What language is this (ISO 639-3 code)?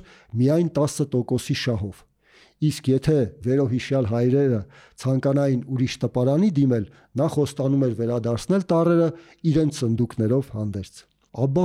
hye